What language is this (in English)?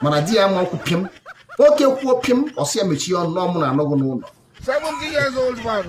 Igbo